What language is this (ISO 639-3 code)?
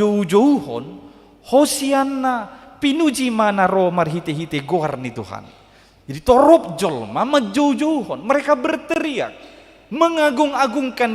bbc